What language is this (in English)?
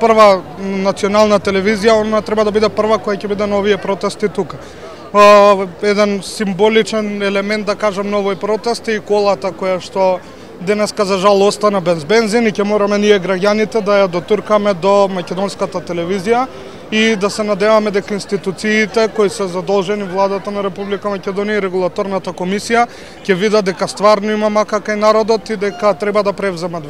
Macedonian